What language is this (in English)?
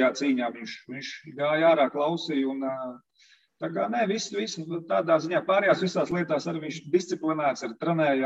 Latvian